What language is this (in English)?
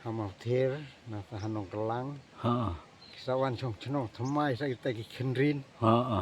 Khasi